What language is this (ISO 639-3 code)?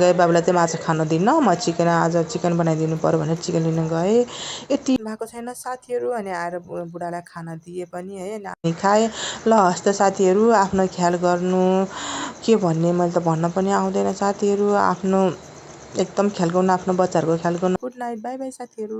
nep